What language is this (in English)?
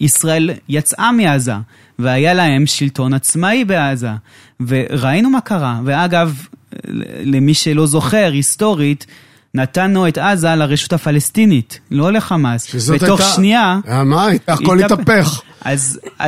Hebrew